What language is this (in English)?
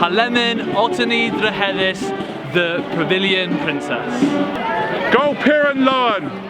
Cornish